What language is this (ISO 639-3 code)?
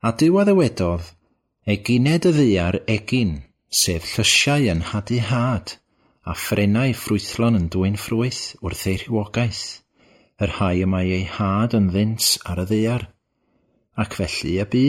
cym